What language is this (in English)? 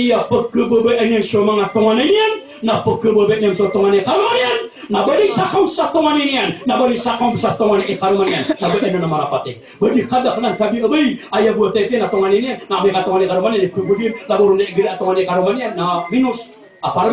Maranao